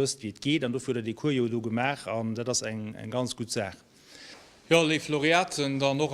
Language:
Luxembourgish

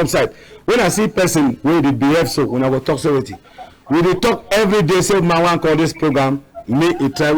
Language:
Cameroon Pidgin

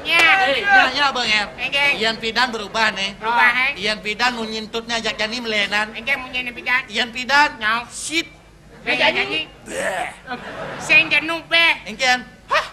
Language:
Balinese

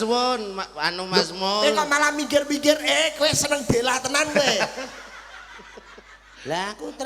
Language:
Javanese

